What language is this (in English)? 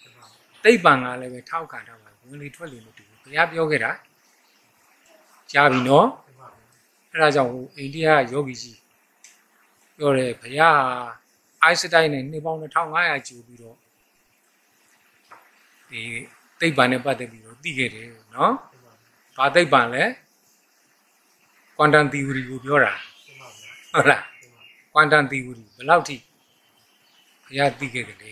Burmese